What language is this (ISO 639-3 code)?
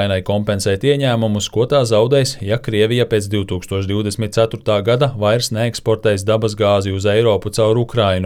lav